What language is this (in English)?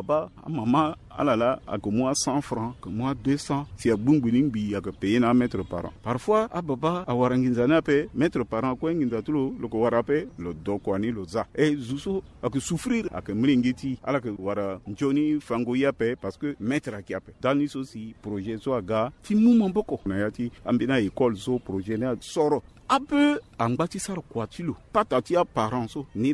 Sango